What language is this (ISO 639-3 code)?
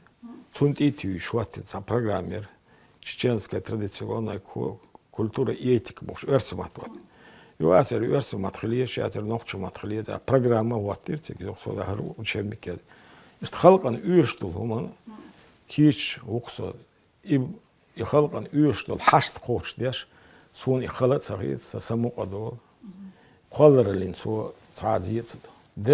che